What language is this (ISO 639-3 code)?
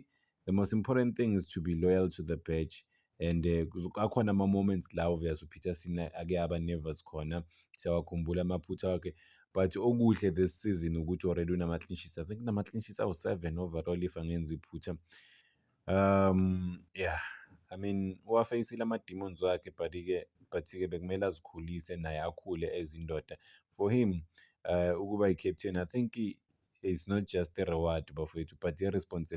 zul